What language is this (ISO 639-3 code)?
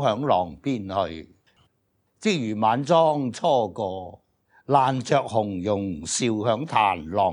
yue